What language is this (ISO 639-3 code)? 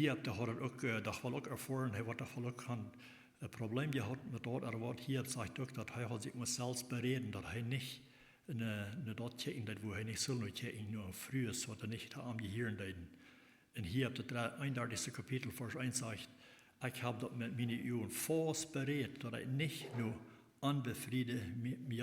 pdt